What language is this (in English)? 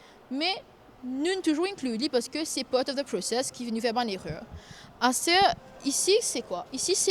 Morisyen